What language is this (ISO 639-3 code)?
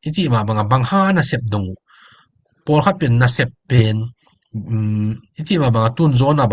ctd